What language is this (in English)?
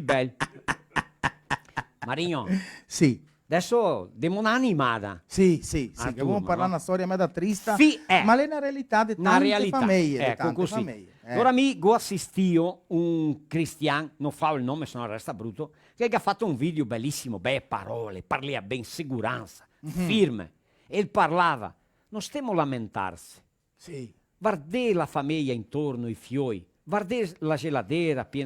Venetian